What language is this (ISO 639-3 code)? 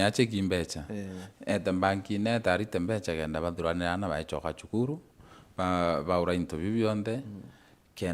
mer